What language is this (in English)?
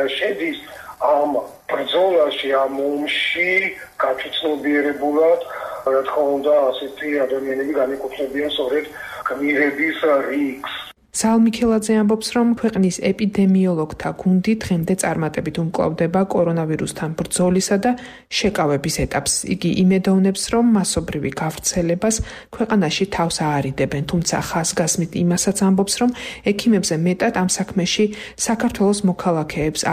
Georgian